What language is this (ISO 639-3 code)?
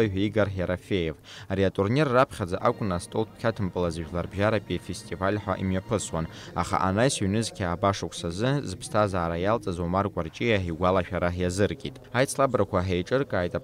abk